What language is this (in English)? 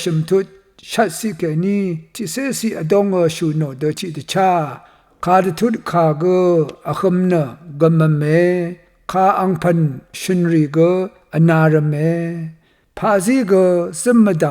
Rawang